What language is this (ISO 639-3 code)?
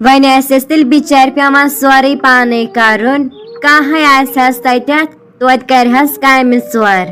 kas